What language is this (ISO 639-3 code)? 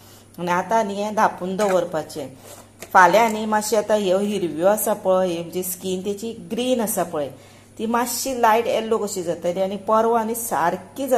kok